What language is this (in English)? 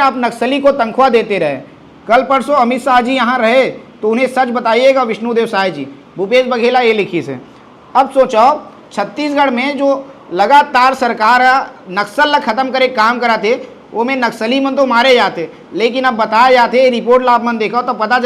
Chhattisgarhi